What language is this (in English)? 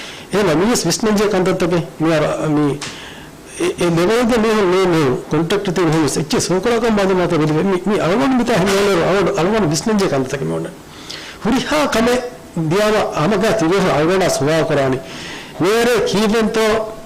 Divehi